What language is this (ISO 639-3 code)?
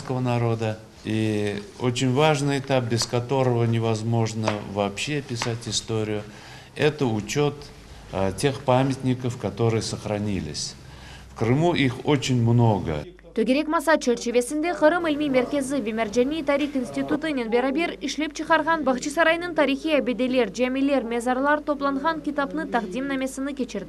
crh